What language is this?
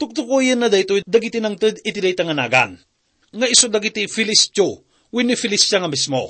Iloko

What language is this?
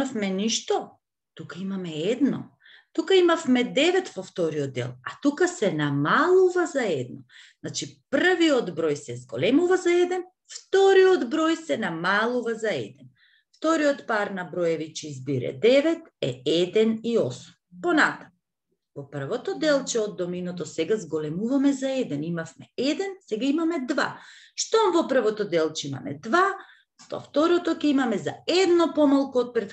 Macedonian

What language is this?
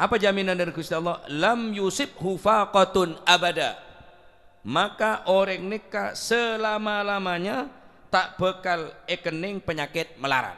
Madurese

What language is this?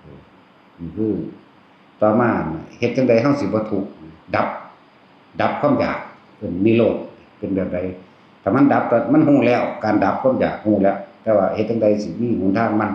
Northeastern Thai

